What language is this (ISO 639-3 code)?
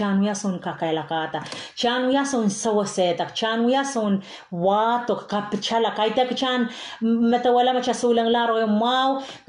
pon